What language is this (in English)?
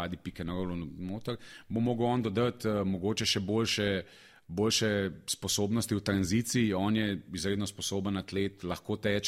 Slovenian